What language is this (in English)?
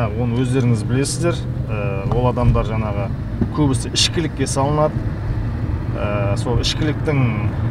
Kazakh